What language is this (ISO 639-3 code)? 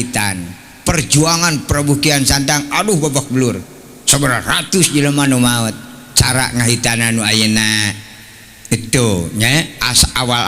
sun